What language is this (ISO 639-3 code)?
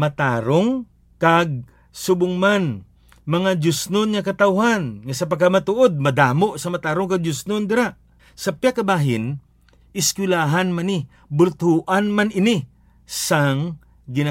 hil